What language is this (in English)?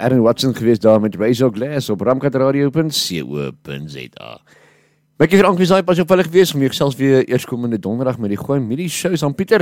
Afrikaans